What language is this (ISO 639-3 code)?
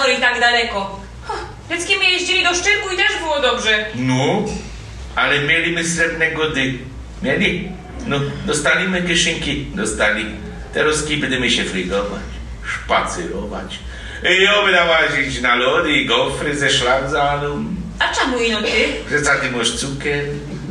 szl